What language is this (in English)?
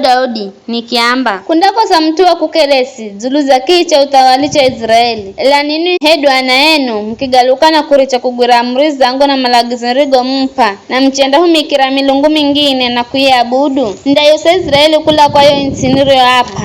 Giryama